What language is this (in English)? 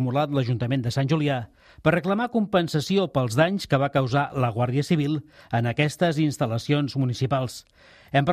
Catalan